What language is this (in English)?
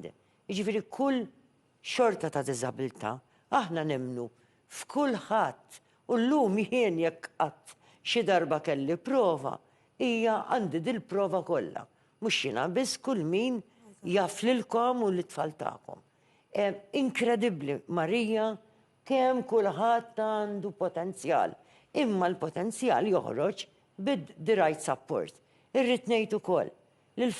Maltese